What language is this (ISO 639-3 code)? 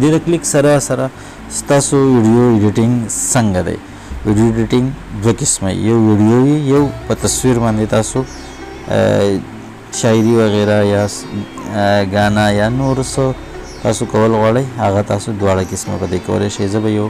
pus